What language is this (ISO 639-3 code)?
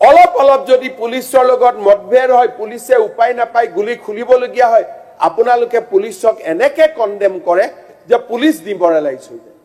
asm